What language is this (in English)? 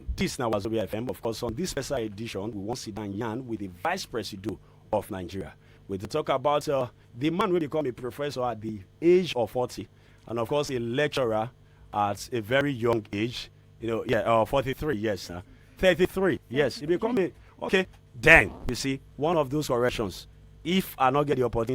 Nigerian Pidgin